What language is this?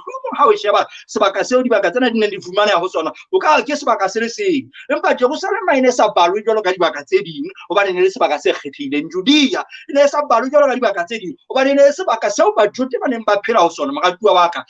Southern Sotho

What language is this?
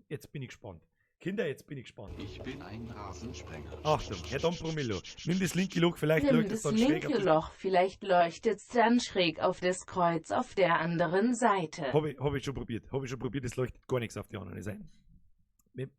Bavarian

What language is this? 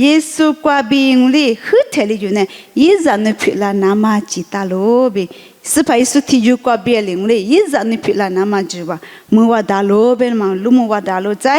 Lisu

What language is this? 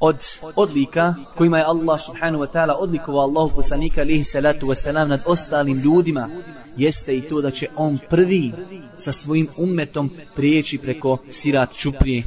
Bosnian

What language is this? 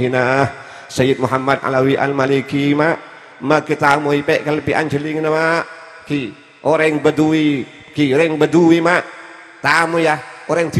Madurese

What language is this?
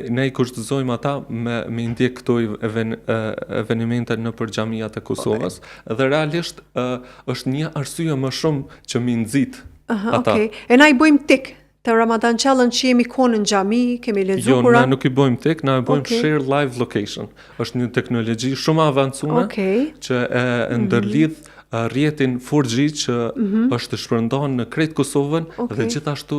Albanian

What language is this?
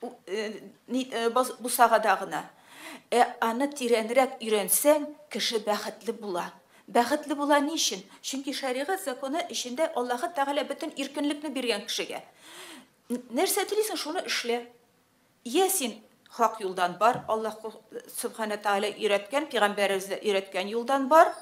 Tatar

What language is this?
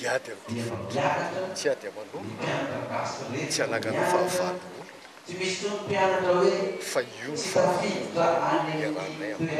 Malagasy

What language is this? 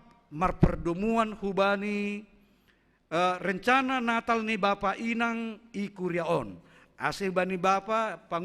Batak Simalungun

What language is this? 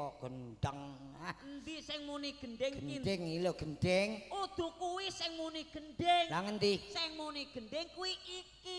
Javanese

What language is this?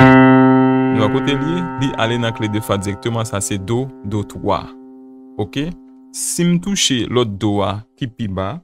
Haitian Creole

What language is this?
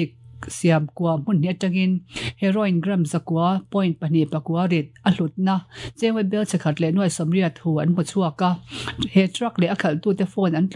Mizo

